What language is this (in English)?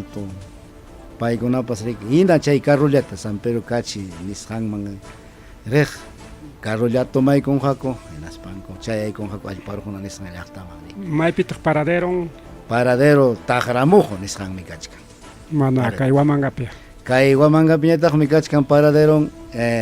Ayacucho Quechua